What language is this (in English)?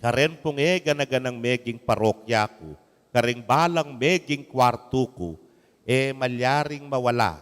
Pampanga